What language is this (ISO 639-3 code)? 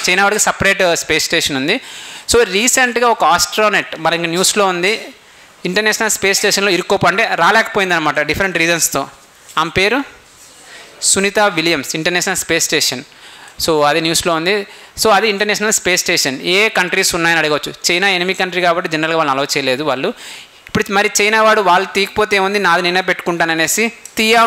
tel